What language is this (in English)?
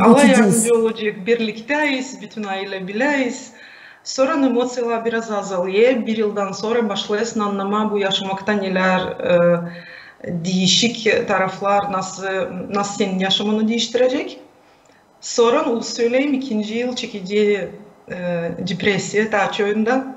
Gagauz